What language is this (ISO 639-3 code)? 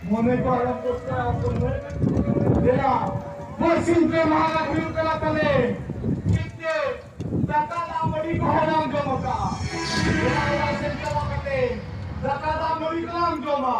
sat